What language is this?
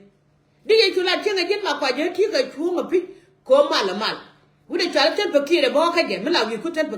Nuer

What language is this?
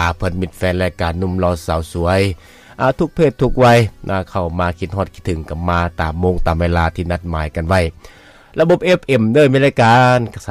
Lao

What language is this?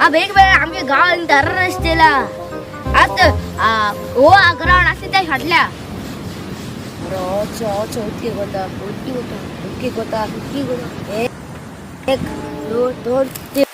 Konkani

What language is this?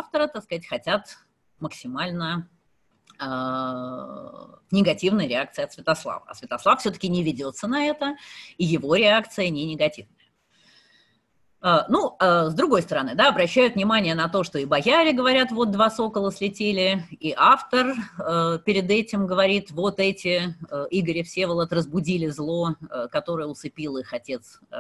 Russian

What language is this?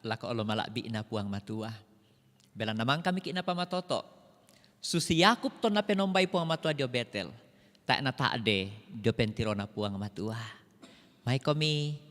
Toraja-Sa'dan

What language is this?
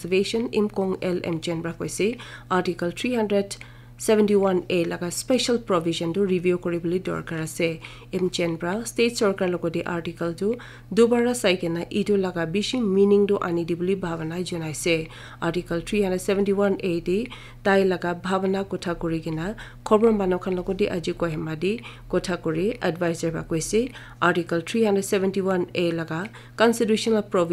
Naga Pidgin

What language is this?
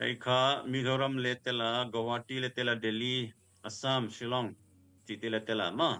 Tedim Chin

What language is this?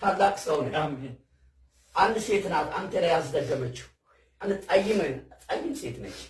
Amharic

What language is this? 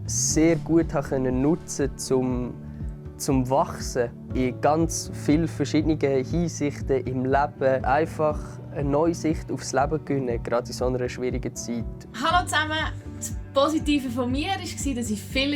Swiss German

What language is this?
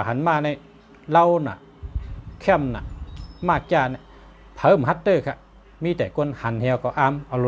Shan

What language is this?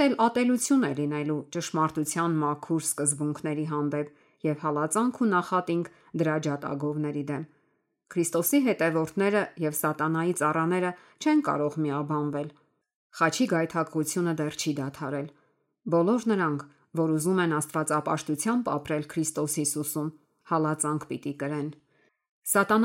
Armenian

